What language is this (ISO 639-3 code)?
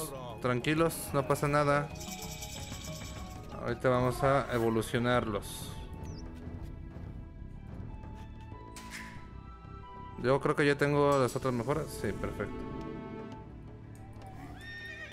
spa